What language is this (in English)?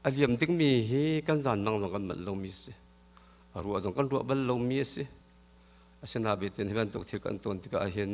Hakha Chin